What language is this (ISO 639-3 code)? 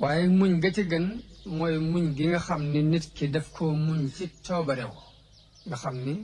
wol